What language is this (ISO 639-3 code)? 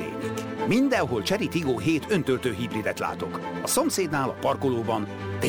hun